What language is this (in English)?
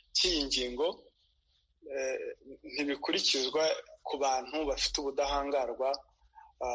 Kinyarwanda